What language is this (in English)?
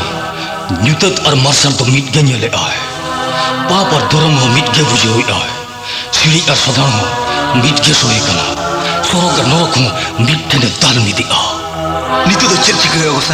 Santali